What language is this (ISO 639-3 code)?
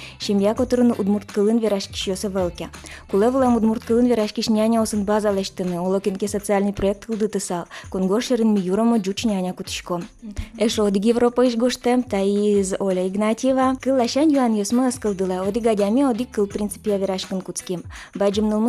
udm